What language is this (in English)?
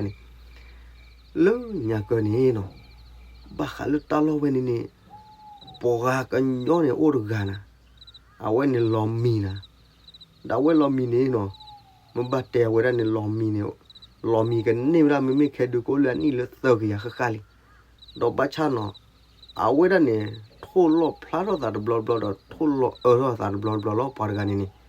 S'gaw Karen